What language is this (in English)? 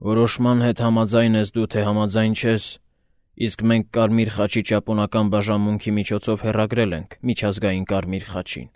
Armenian